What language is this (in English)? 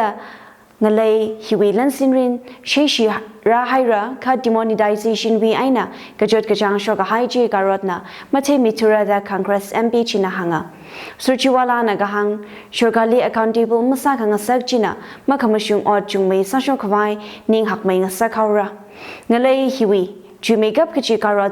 Tangkhul Naga (India)